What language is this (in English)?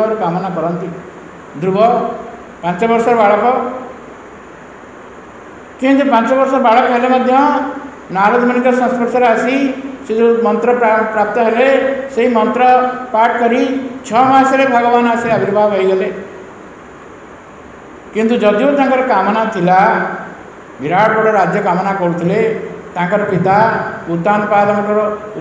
Odia